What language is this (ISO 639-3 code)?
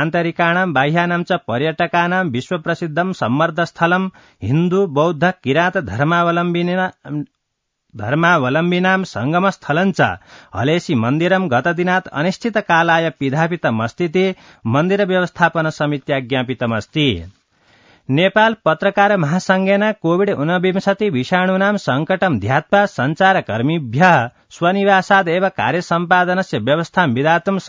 san